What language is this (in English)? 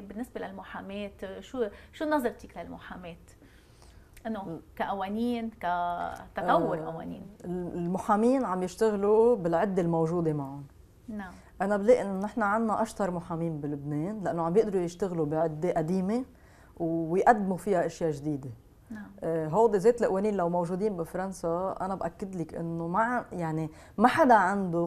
North Levantine Arabic